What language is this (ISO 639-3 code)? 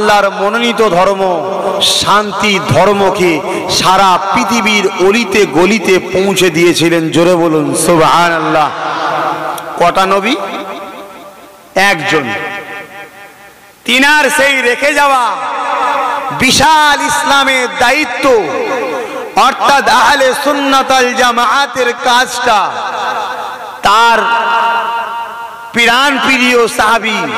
ben